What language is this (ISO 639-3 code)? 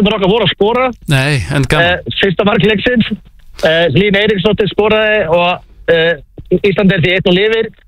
isl